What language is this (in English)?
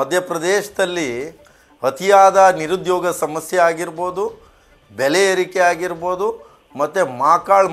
Kannada